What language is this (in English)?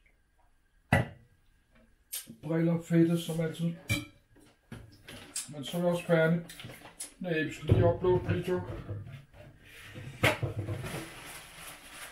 Danish